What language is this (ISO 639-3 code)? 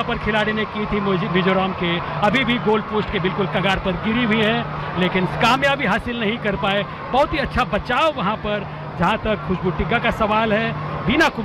hin